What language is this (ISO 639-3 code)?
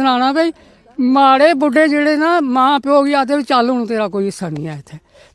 doi